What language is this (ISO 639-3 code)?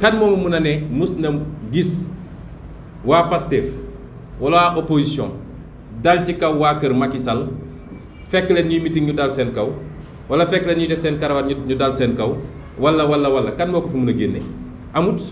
wol